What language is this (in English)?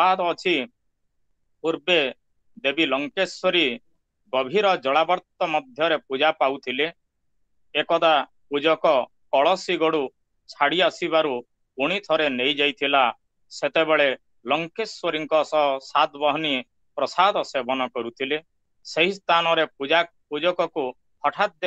Odia